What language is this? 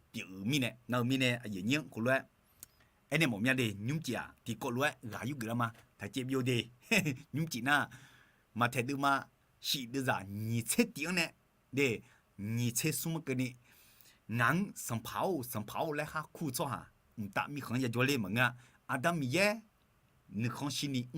Akha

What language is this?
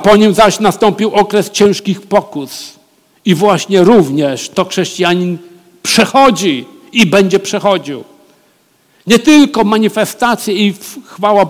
Polish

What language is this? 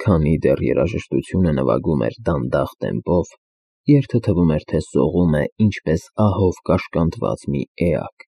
Armenian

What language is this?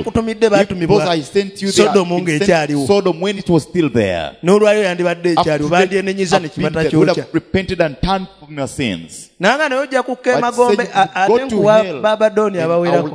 Ganda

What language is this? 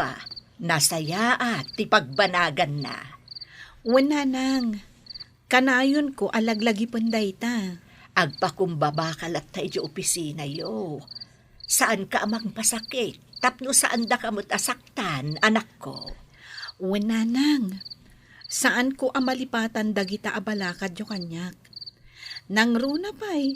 Iloko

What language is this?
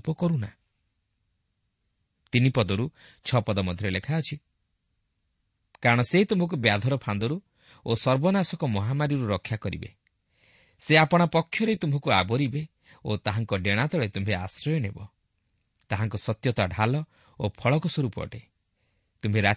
Odia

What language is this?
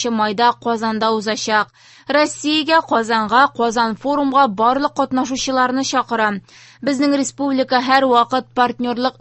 Tatar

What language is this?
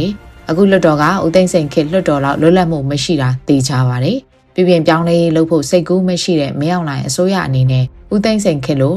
Burmese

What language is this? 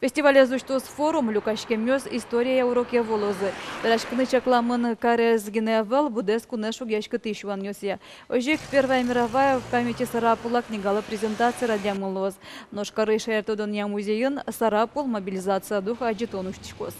Udmurt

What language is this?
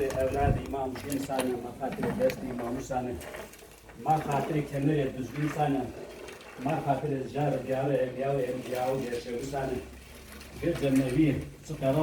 Zaza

